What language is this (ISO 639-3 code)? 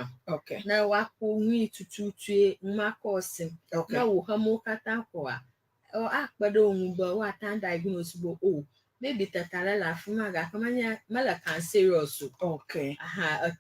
ewe